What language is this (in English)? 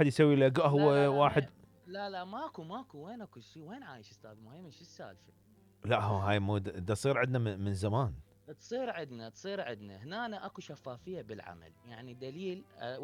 Mesopotamian Arabic